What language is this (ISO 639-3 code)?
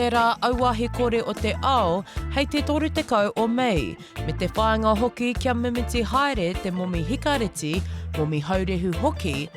mri